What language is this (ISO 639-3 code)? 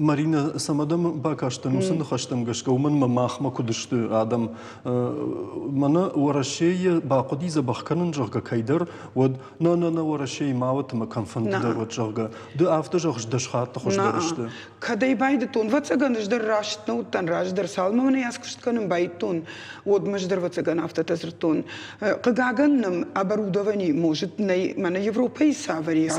oss